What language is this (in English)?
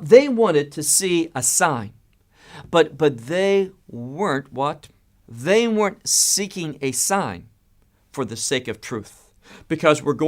English